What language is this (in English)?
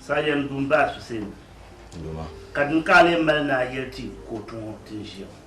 Dagbani